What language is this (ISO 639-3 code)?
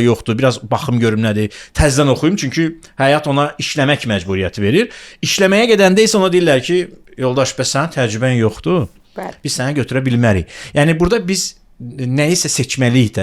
aze